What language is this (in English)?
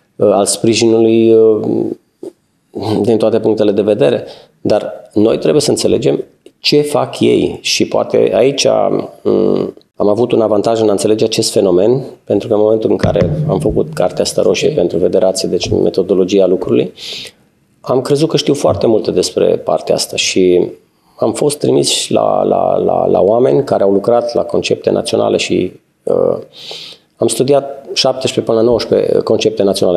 Romanian